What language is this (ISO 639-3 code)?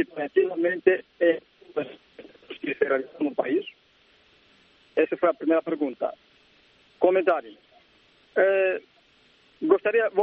por